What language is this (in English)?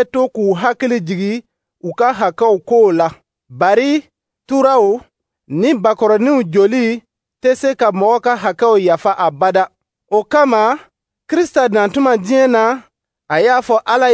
Dyula